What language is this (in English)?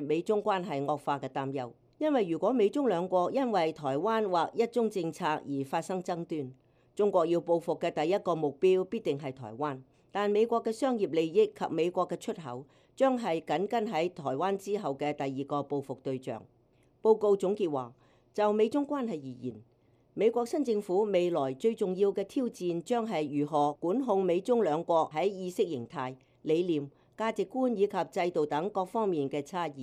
Cantonese